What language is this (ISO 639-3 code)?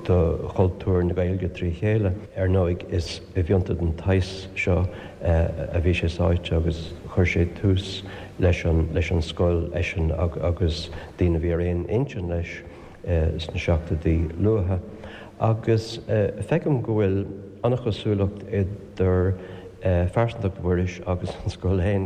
gle